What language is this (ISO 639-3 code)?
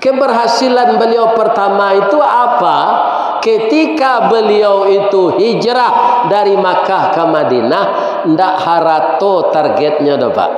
min